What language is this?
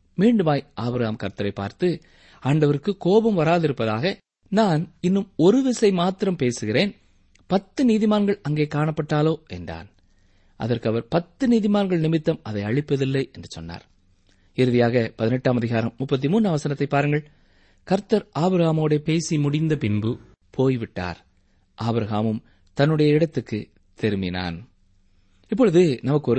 Tamil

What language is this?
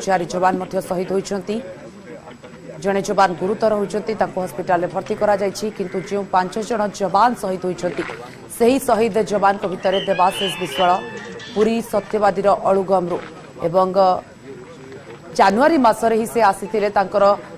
Odia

